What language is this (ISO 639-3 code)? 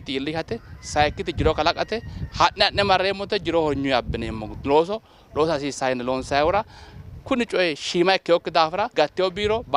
sid